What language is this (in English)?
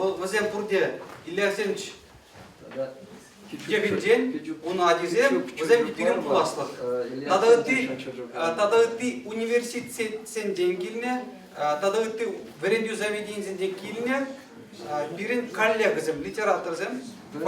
Chuvash